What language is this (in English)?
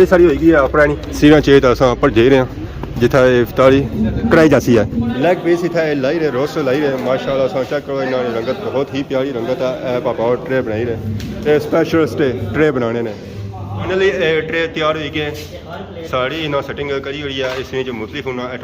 Pahari-Potwari